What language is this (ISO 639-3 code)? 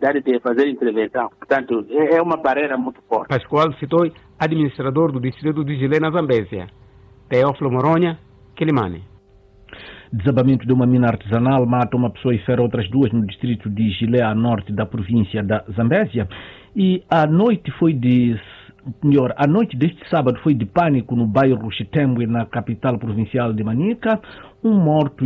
por